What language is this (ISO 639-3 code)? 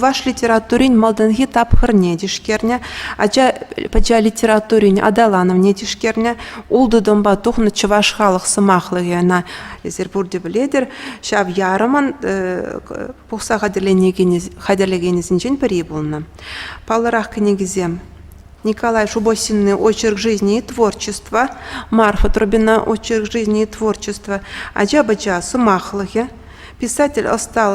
chv